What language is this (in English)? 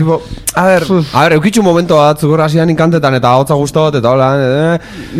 Basque